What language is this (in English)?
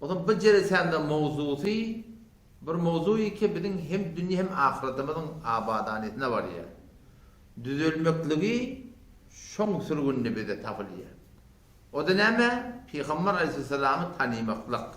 Turkmen